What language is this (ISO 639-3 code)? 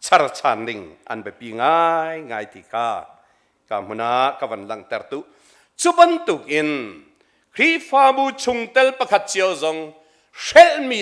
cnh